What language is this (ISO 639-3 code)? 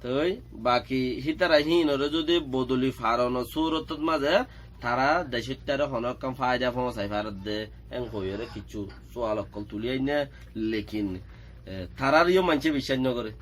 rhg